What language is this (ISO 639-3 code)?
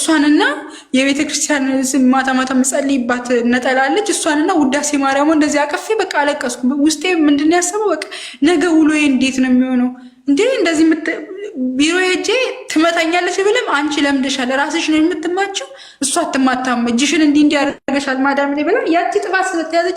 amh